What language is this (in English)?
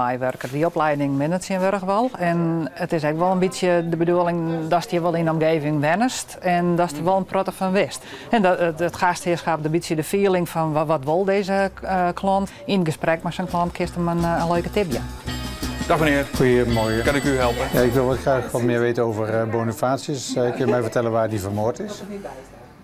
Western Frisian